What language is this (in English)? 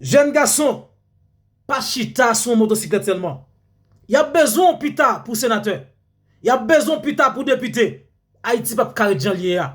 Haitian Creole